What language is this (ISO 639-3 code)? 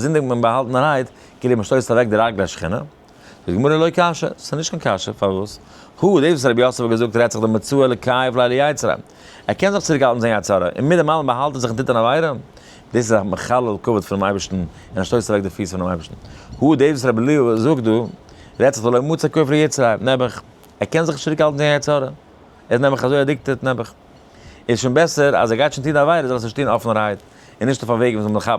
yid